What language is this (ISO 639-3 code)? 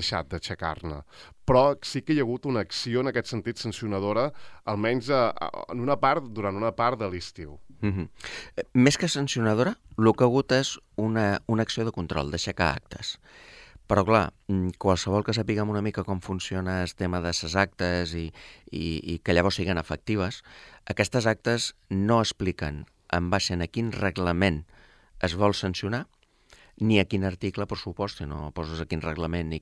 cat